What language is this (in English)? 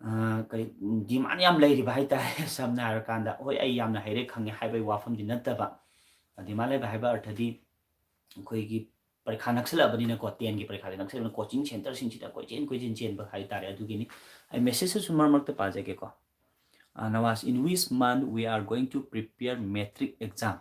Manipuri